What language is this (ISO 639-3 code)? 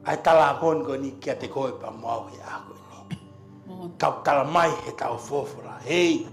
ton